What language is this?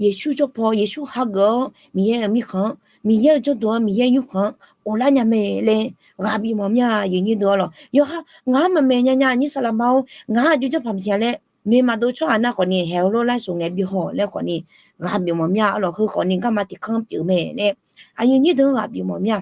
Akha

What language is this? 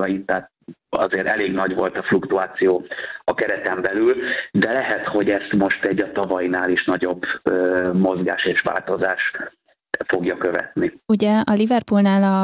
Hungarian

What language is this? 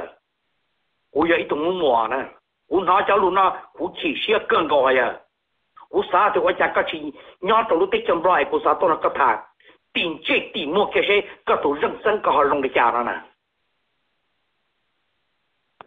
Vietnamese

